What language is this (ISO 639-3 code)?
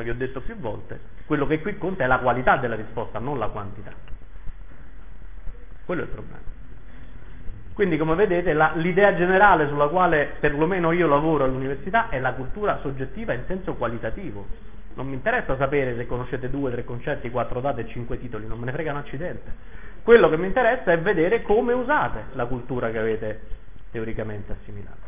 ita